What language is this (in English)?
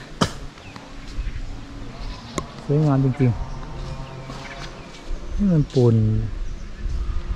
Thai